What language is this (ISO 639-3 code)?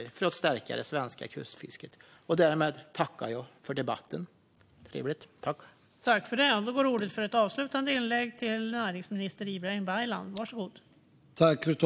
swe